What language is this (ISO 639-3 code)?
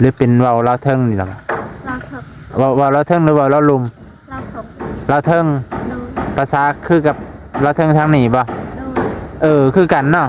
lao